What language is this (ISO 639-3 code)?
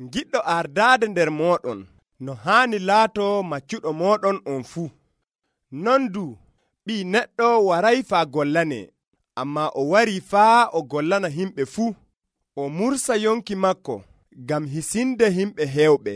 fuv